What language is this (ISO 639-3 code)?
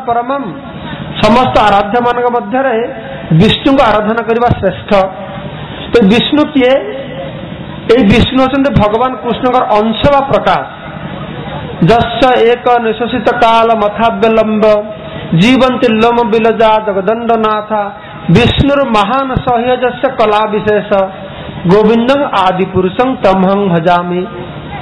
ori